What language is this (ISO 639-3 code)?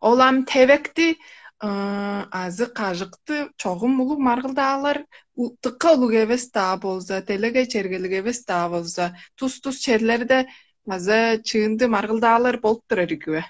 tyv